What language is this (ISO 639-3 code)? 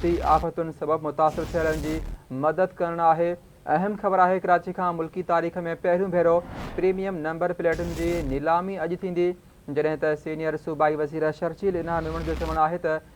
snd